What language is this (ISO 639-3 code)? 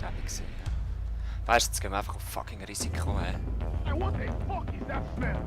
gsw